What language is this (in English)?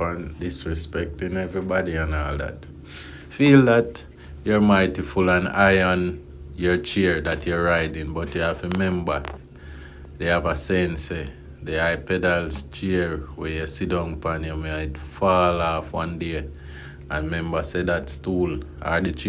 Jamaican Creole English